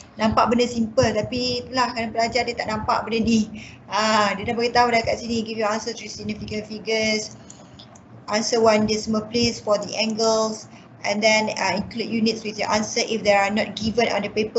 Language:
Malay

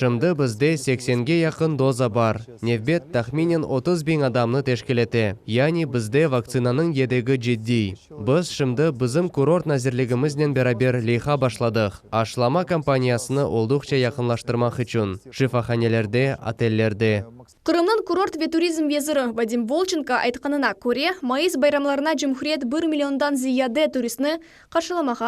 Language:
Crimean Tatar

